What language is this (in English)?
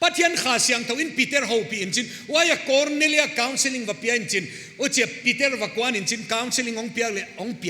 Paite Chin